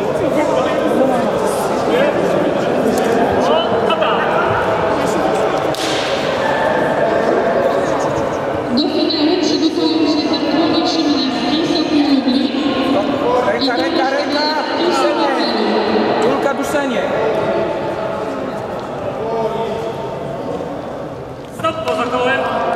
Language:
Polish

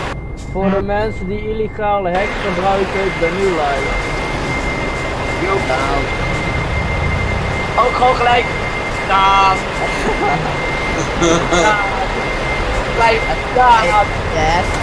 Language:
Dutch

